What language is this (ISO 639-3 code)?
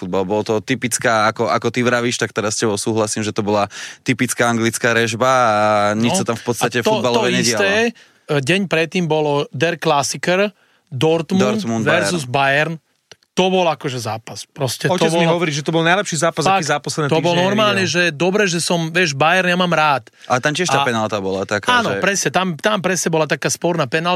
slk